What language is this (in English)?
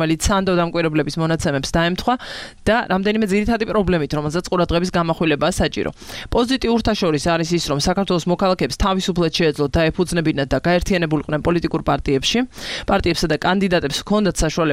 Georgian